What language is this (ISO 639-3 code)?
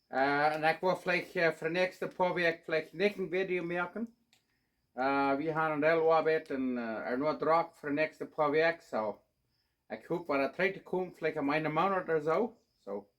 pdt